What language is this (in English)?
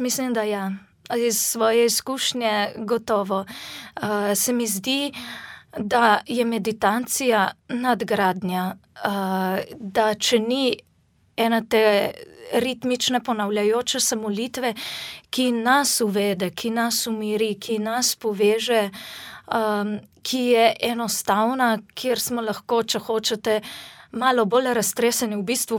Slovenian